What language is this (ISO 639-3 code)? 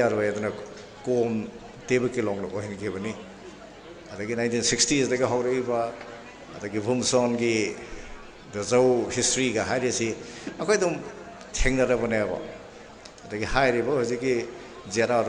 mni